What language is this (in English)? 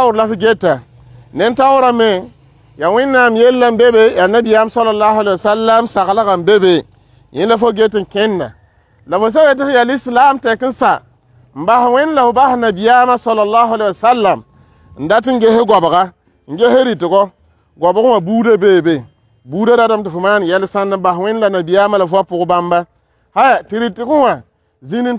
Mossi